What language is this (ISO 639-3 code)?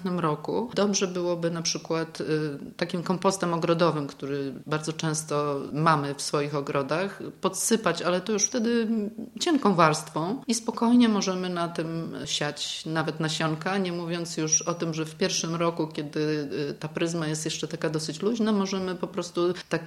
pol